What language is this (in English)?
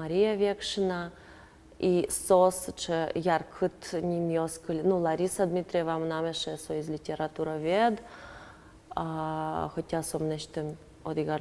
Udmurt